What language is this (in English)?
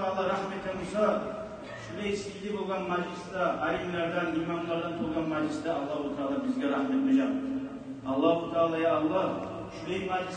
Kumyk